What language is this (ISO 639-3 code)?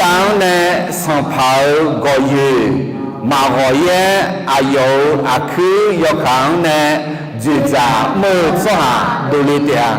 ahk